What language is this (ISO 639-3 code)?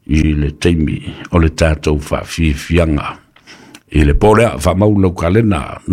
smo